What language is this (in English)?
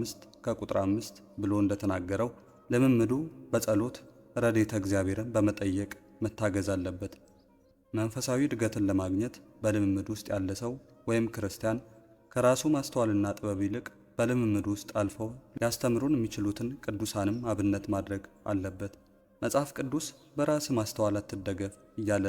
Amharic